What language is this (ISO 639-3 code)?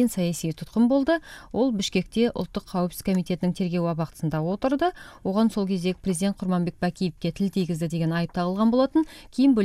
kir